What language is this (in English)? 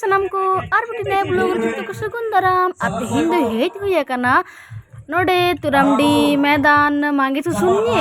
Santali